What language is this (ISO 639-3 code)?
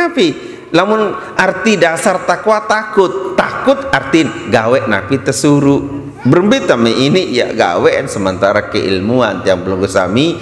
sas